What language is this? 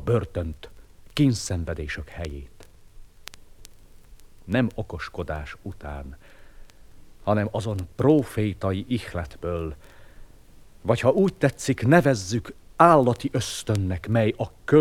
Hungarian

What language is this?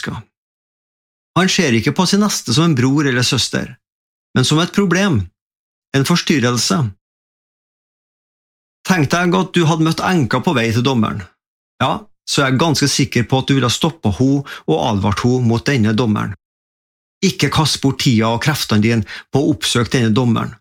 Norwegian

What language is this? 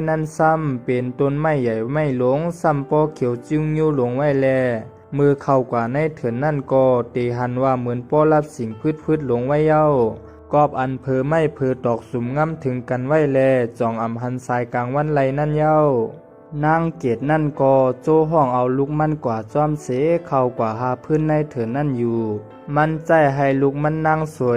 Shan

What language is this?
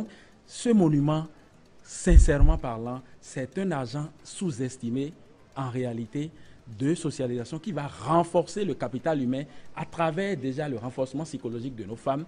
French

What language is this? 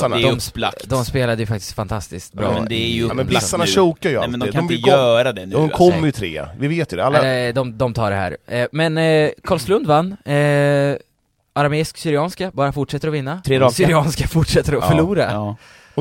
Swedish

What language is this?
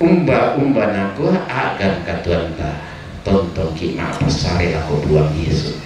Toraja-Sa'dan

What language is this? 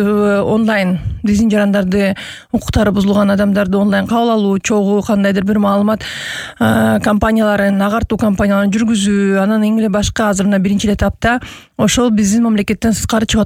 Kyrgyz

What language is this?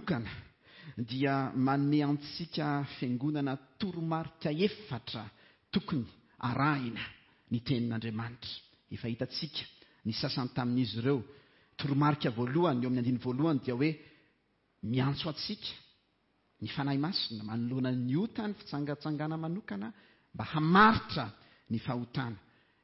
Malagasy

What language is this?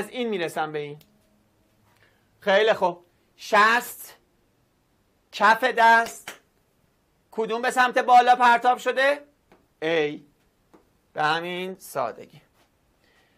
Persian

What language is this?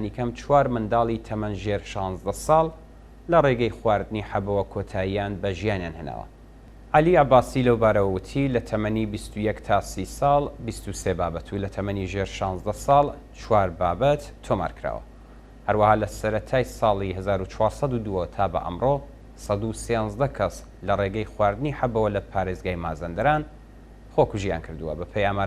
Central Kurdish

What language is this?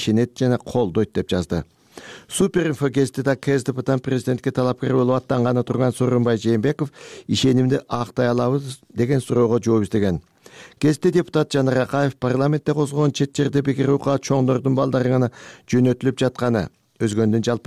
Kyrgyz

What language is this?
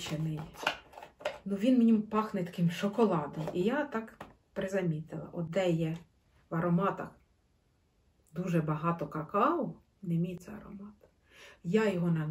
Ukrainian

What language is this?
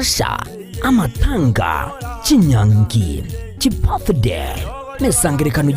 Gusii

